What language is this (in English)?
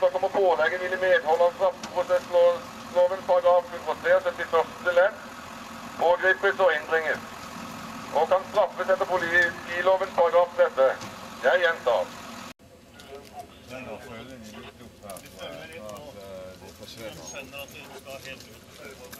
Norwegian